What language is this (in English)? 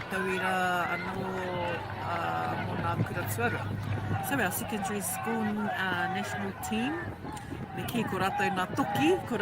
Māori